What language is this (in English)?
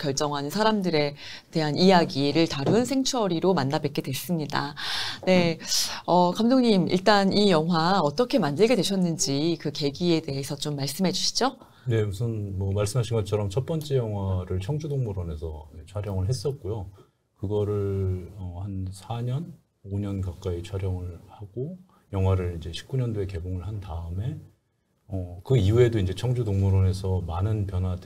Korean